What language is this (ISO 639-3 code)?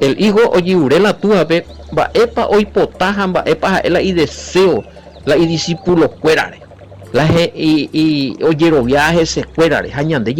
grn